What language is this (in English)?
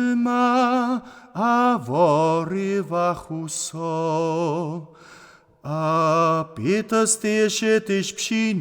Upper Sorbian